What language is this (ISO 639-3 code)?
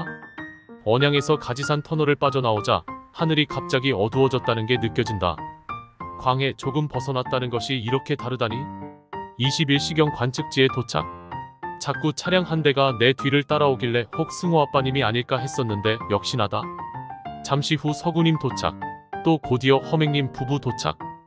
kor